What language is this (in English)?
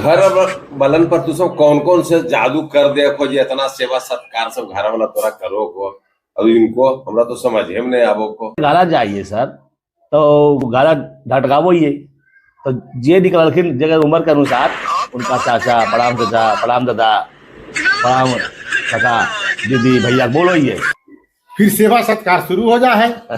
Magahi